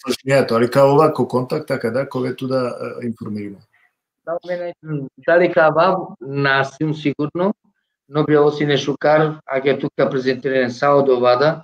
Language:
Balkan Romani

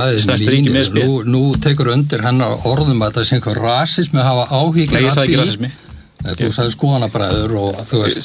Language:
Icelandic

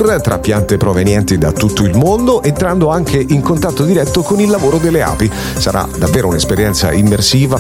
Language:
Italian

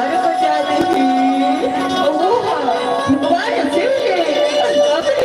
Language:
Chhattisgarhi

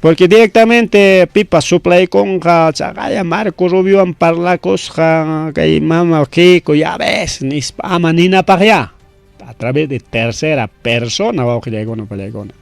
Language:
Ayacucho Quechua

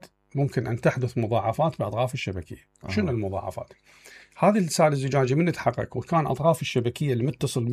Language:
Mesopotamian Arabic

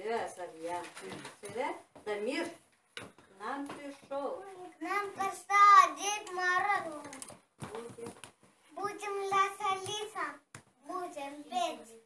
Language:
Yakut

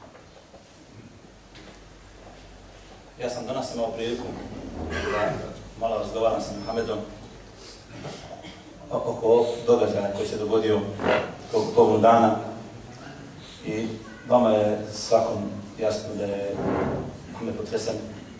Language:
Bosnian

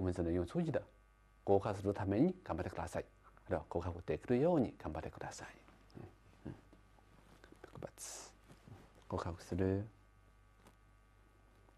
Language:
Japanese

